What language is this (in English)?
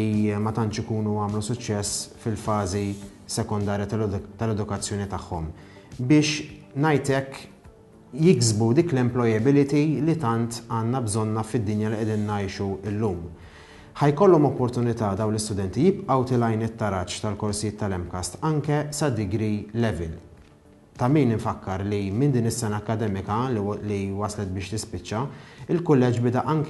Maltese